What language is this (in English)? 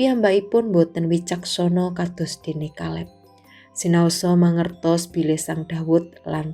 Javanese